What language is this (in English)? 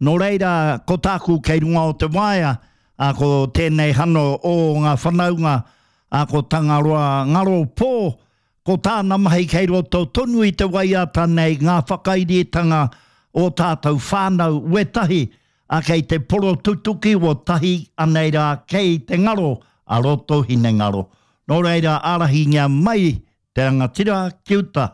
Māori